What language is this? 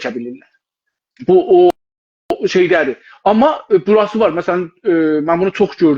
South Azerbaijani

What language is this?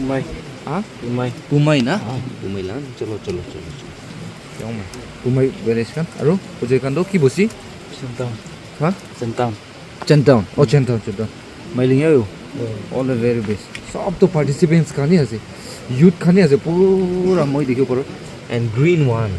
Naga Pidgin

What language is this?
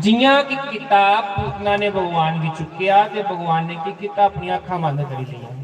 Dogri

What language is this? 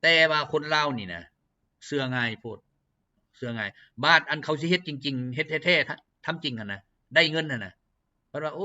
Lao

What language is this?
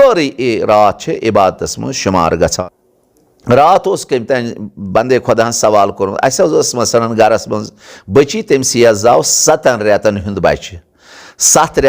Kashmiri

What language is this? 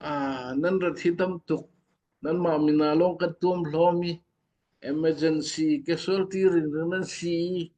Falam Chin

